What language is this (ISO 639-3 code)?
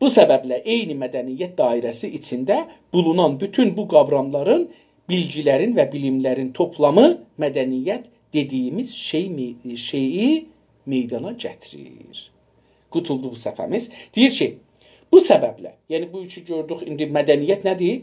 azb